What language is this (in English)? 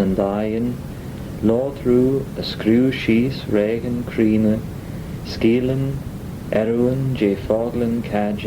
Manx